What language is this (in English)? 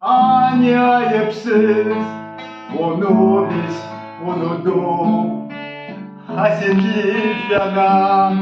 Gagauz